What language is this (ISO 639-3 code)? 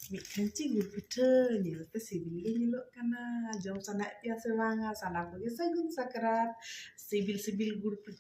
sat